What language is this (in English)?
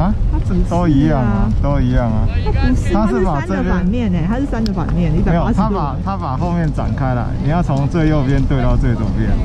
Chinese